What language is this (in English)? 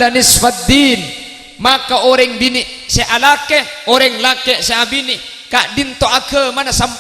Madurese